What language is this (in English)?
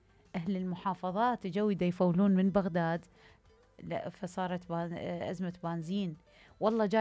Mesopotamian Arabic